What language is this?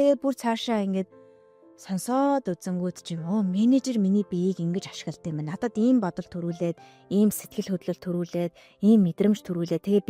Mongolian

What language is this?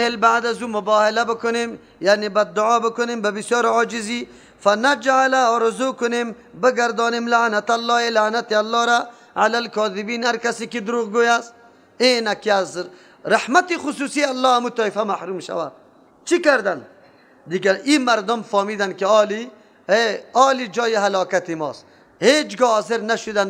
Persian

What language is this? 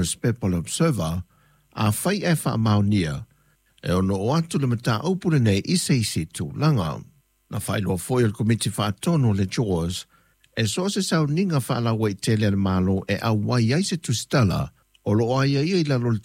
Samoan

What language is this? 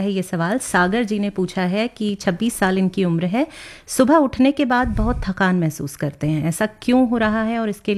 Hindi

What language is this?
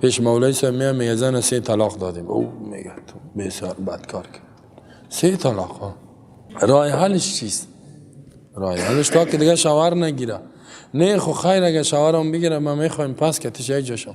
Persian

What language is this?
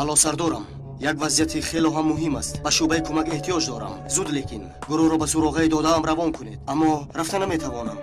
Tajik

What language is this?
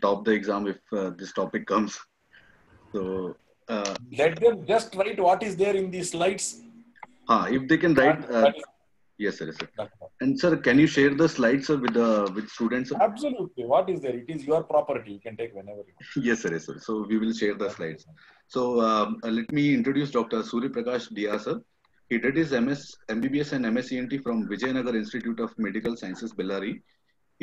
English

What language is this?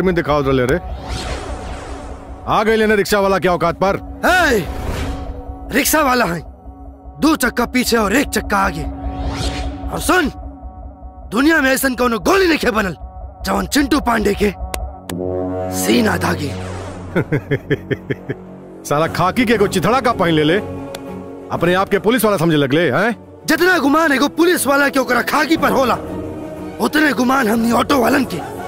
Bhojpuri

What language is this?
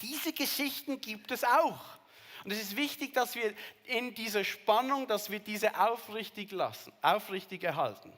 Swiss German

